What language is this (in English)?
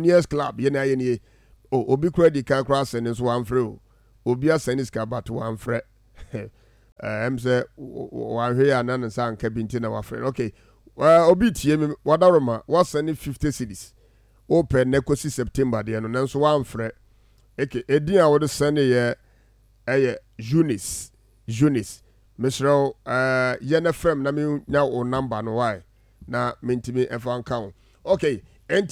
Akan